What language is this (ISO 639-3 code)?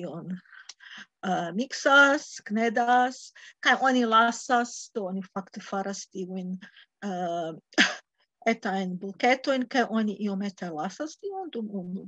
epo